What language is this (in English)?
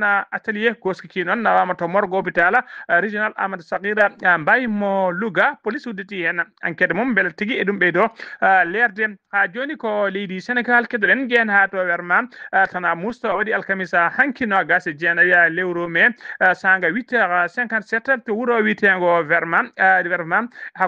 Fula